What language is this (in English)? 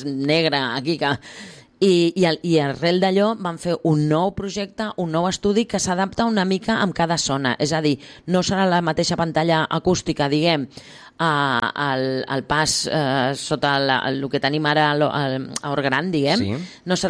Catalan